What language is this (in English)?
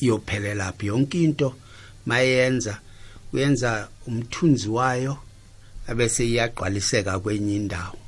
South Ndebele